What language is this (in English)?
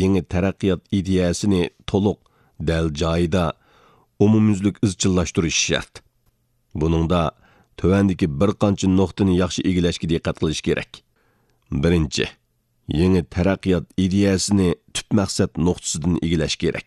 Uyghur